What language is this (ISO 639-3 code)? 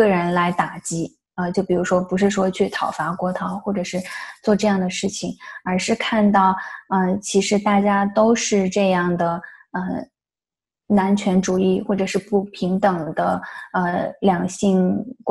zho